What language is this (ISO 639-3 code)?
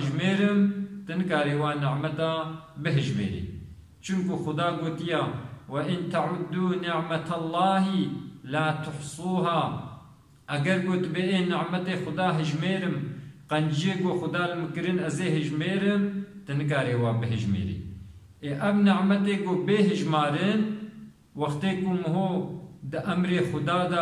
kur